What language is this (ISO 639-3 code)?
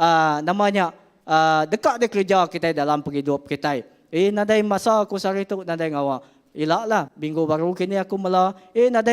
iba